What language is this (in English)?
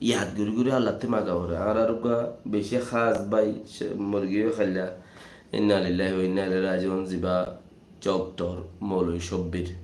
Rohingya